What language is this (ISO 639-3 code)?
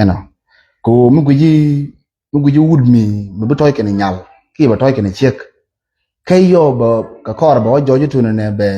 nus